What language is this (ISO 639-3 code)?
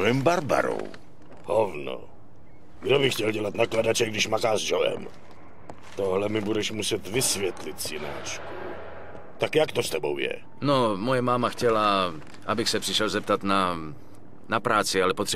ces